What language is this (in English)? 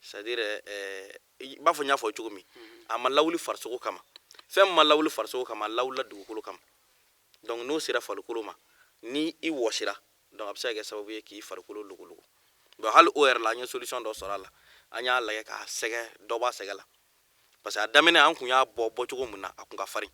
Bambara